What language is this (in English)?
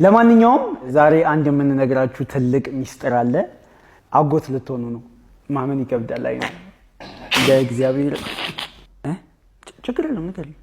Amharic